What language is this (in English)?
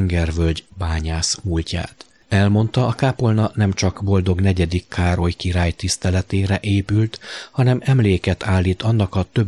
Hungarian